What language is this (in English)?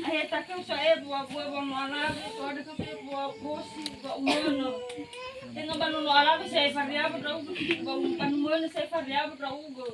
Nias